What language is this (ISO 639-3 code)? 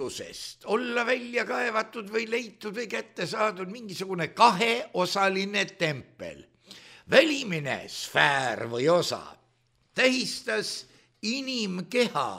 est